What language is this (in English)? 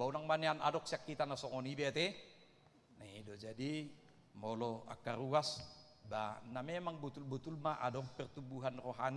Batak Toba